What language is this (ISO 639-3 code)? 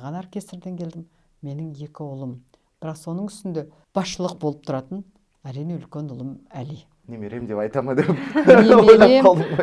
kaz